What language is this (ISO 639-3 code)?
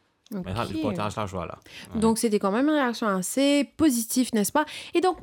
mfe